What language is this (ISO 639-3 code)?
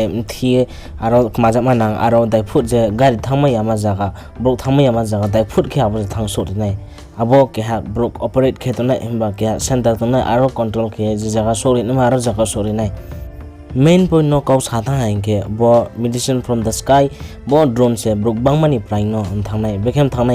ria